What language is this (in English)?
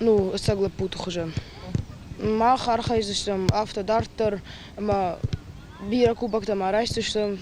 Ossetic